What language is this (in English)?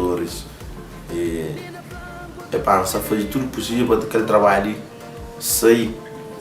Kabuverdianu